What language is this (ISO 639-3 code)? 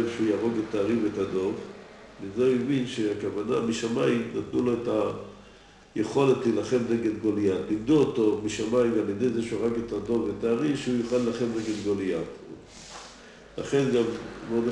heb